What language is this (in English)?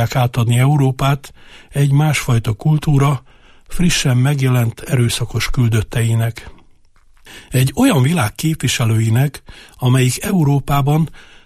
Hungarian